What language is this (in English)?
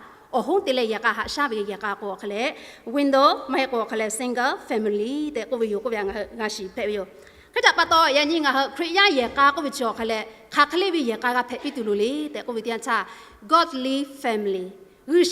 Lahu